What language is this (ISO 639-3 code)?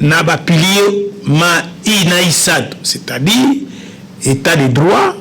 lin